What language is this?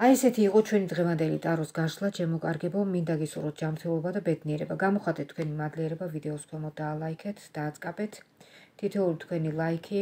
Georgian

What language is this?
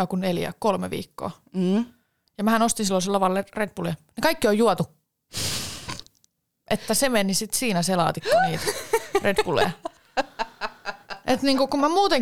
Finnish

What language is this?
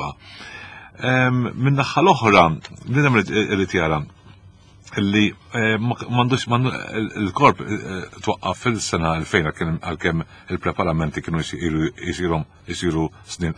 Maltese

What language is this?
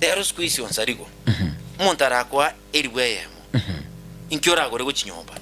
Gusii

